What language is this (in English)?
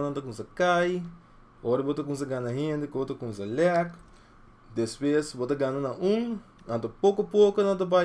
Papiamento